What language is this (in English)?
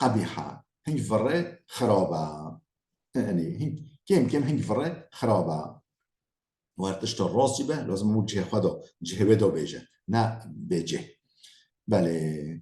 Kurdish